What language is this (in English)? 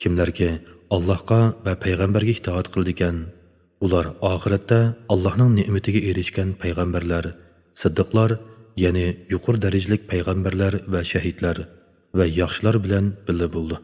Uyghur